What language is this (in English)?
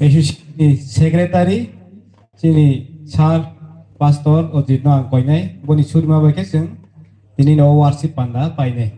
Kok Borok